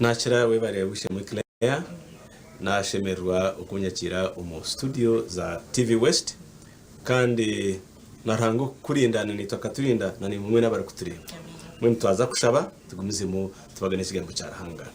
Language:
Nyankole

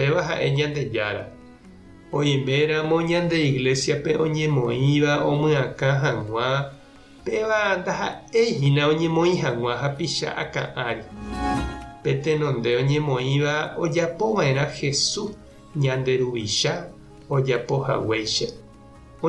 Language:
Guarani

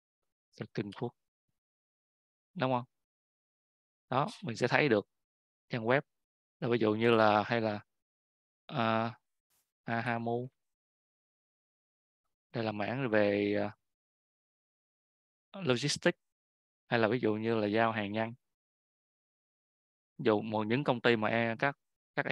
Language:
Vietnamese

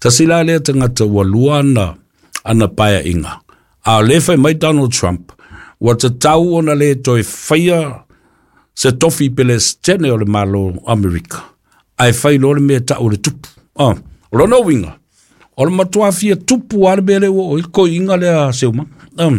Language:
Samoan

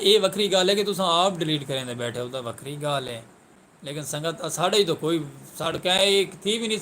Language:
Saraiki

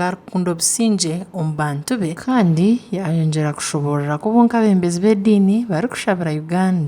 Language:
Nyankole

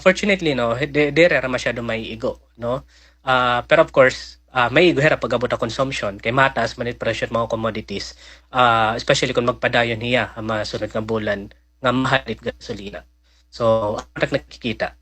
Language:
Waray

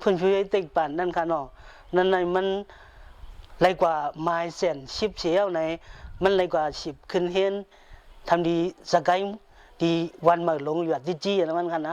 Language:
Shan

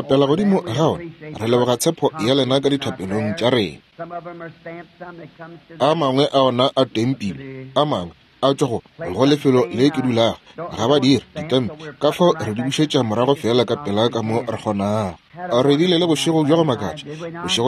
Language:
Northern Sotho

